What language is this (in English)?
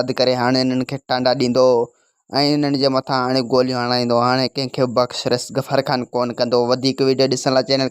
Sindhi